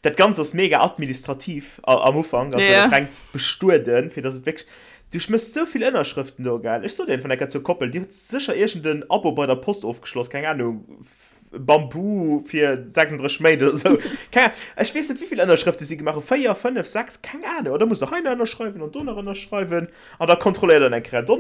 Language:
Luxembourgish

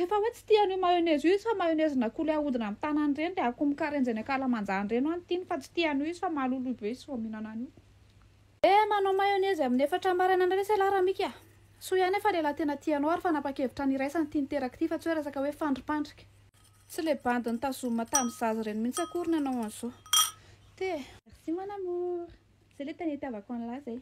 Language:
Malagasy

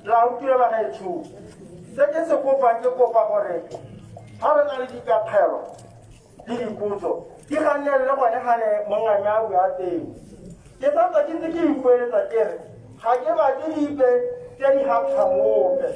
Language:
Tswana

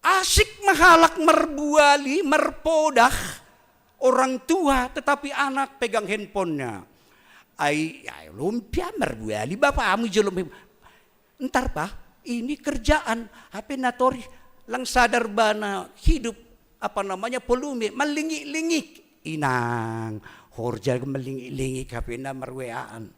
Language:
Batak Simalungun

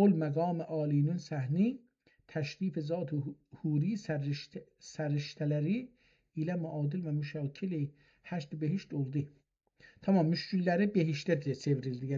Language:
South Azerbaijani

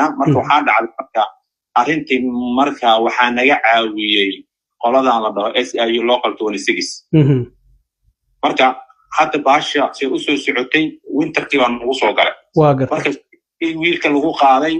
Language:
Somali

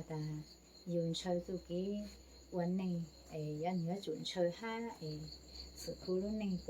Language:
Hmong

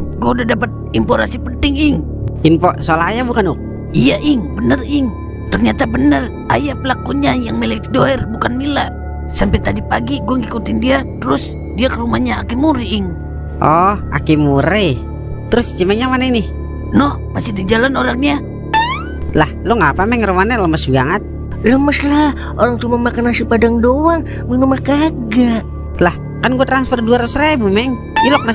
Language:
Betawi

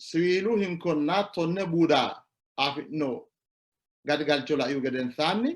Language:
Sidamo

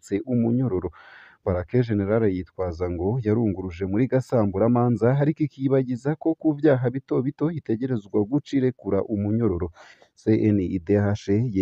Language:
Rundi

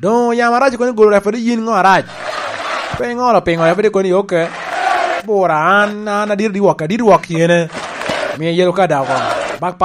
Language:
Lango (Uganda)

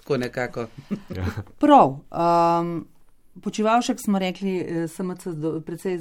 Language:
Slovenian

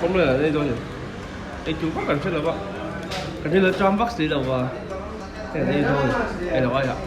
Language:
Mizo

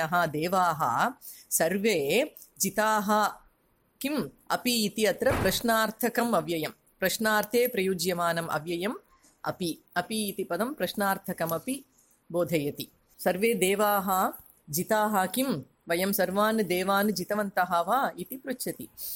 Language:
Sanskrit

